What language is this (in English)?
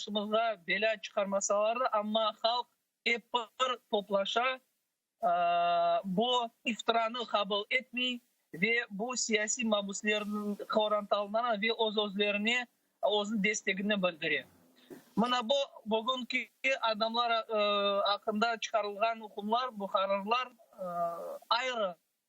Crimean Tatar